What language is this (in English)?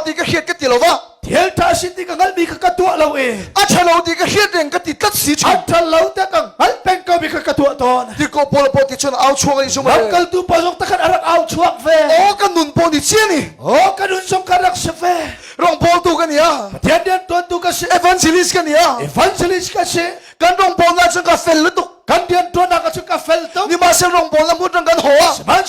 Hakha Chin